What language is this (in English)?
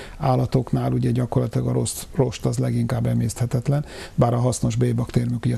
Hungarian